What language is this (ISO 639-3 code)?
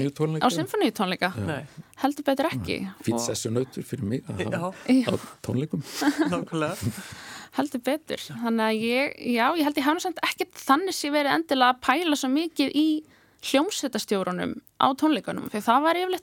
isl